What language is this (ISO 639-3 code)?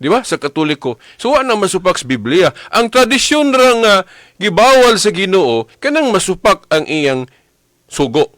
ceb